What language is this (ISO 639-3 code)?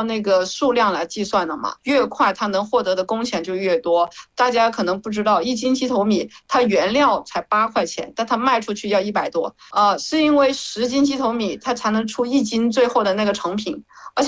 zho